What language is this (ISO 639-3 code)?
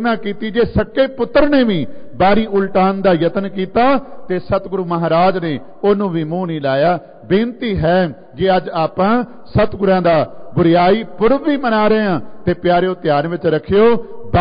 pan